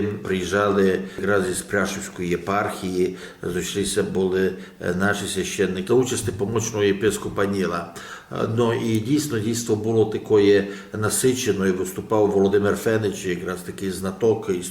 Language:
Rusyn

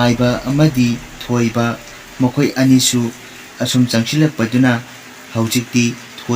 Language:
Manipuri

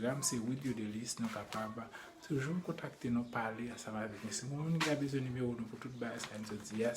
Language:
Haitian Creole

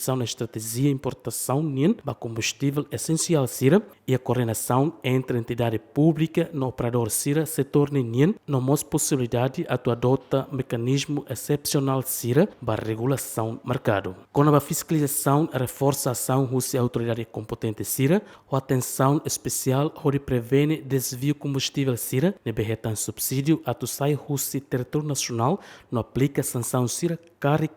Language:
Tetum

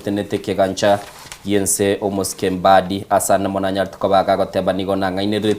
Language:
Gusii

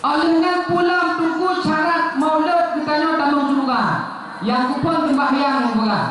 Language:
Achinese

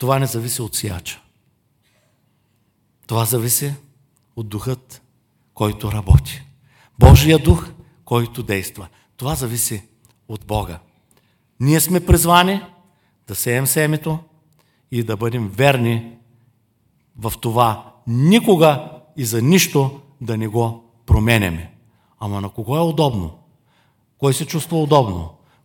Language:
Bulgarian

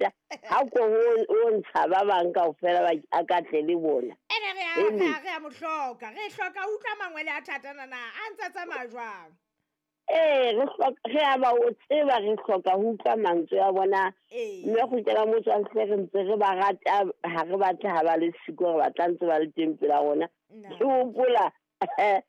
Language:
Southern Sotho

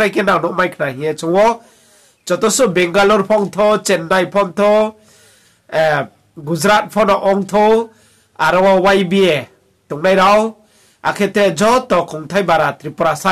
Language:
Riang (India)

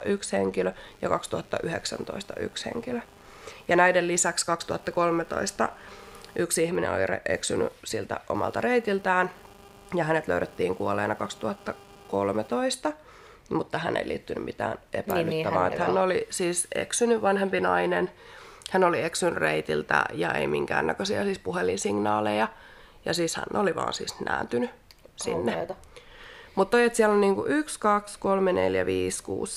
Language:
Finnish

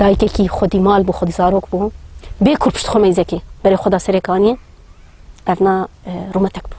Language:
Kurdish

